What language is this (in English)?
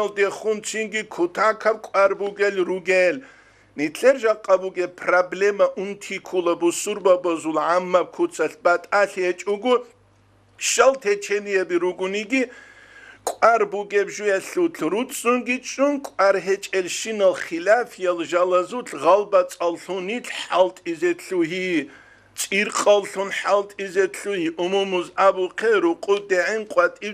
Avaric